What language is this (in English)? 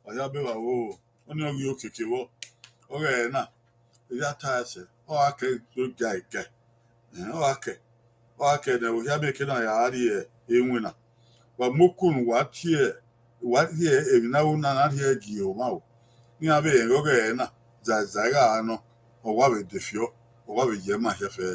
Bini